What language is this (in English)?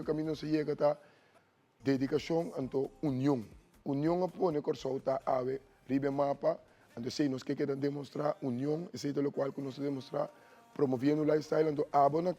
Papiamento